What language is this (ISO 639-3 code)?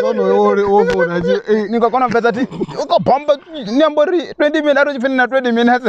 ven